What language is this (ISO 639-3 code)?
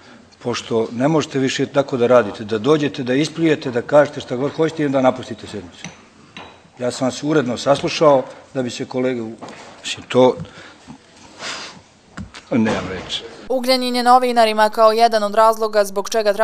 bos